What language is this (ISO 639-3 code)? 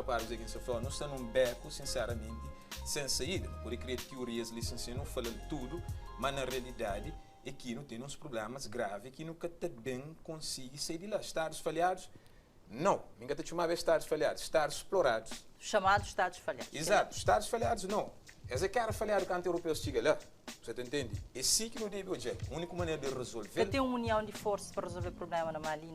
kea